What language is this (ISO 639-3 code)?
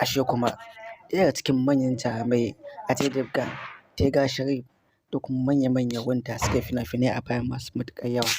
hau